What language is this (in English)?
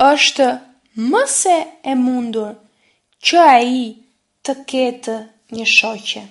Albanian